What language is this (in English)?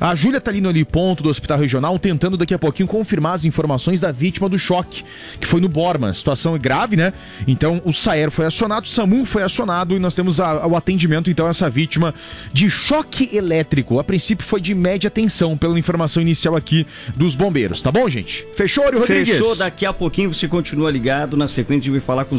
Portuguese